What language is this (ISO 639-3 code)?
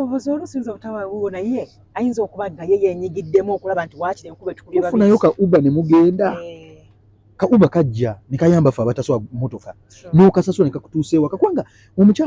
lug